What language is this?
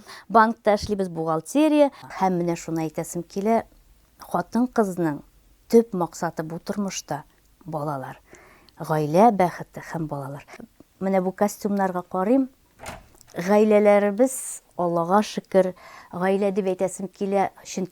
Tatar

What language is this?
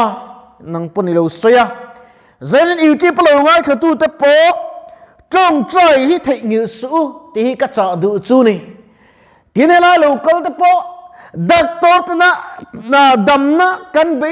Mizo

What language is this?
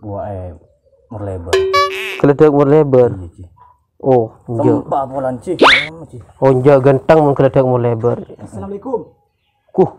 Madurese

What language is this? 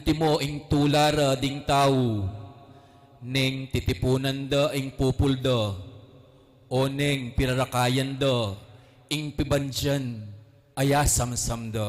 Pampanga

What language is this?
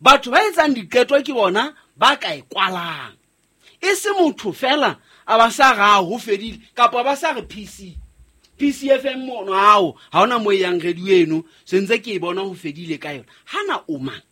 Southern Sotho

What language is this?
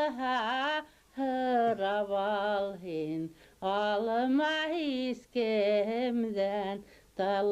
Bashkir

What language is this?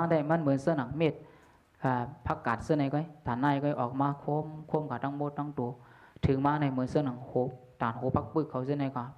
Shan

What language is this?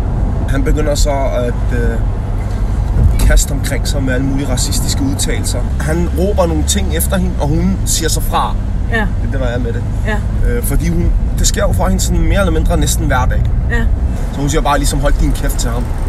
Danish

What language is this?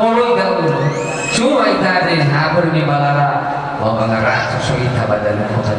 Nias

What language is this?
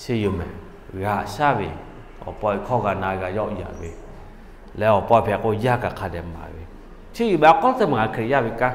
Lahu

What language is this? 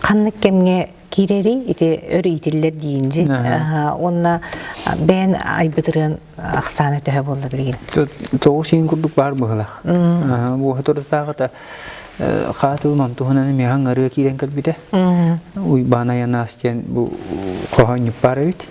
Yakut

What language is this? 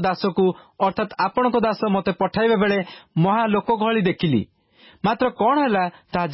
Odia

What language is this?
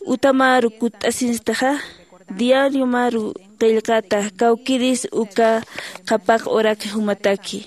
Aymara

